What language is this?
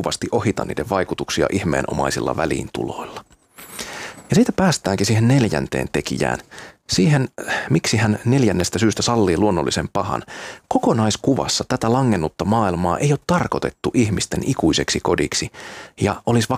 Finnish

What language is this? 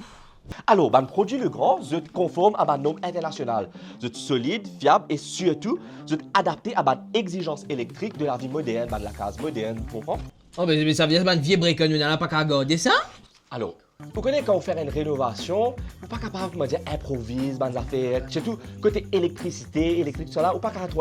Morisyen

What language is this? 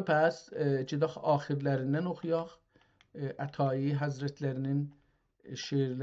South Azerbaijani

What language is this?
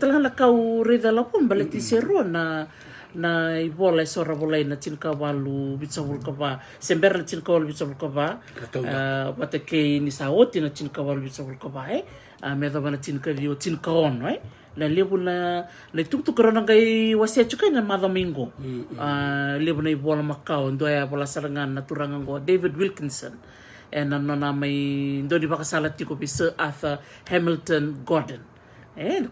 Fijian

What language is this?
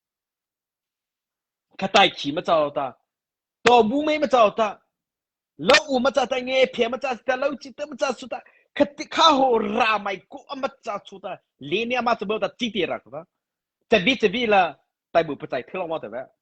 Mara Chin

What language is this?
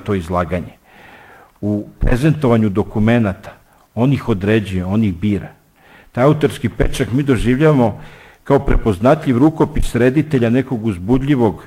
Serbian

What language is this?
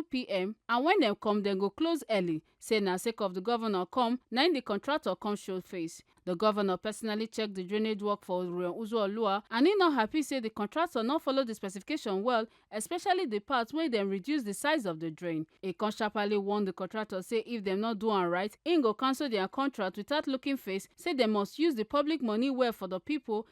Nigerian Pidgin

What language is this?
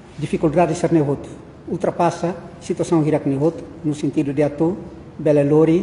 Tetum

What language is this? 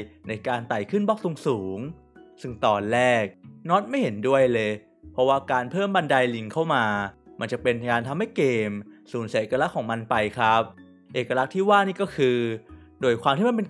Thai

